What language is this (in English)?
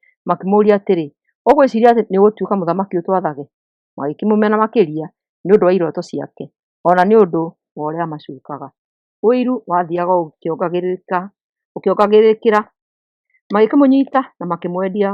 Kikuyu